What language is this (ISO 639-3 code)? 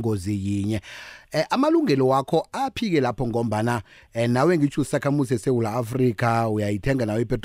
nbl